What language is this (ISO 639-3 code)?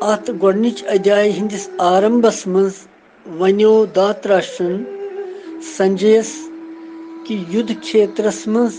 kas